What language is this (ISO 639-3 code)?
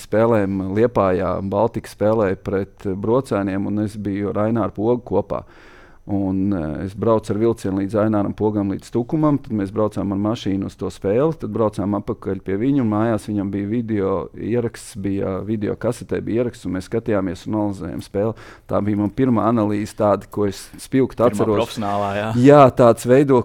lav